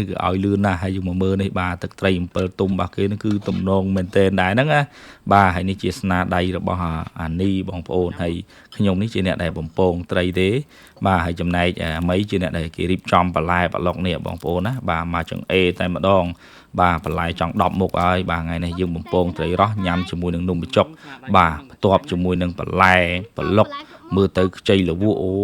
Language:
Khmer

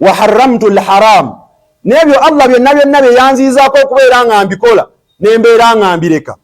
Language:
Ganda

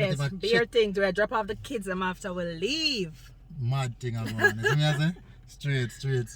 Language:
Jamaican Creole English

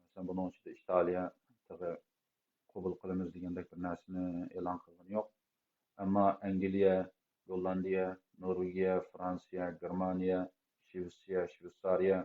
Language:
Uyghur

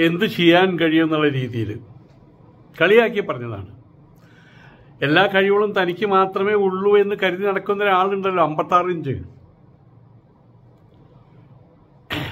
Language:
Malayalam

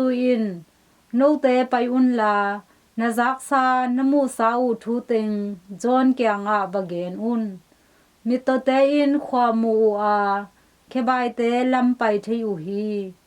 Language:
Tedim Chin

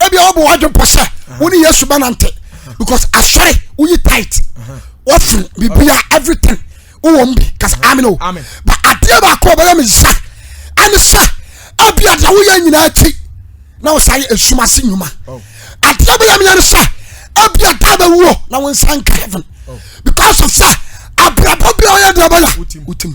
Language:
Akan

